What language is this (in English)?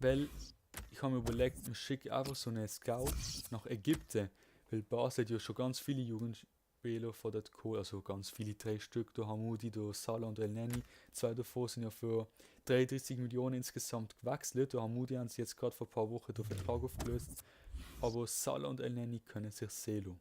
Swiss German